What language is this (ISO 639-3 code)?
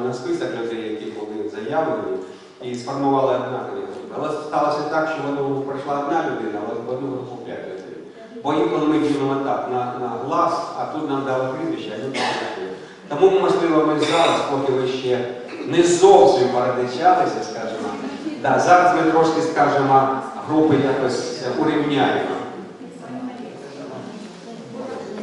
ukr